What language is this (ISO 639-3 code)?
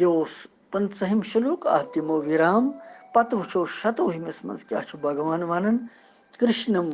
kas